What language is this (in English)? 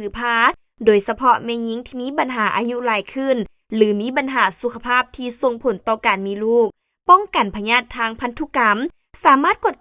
Lao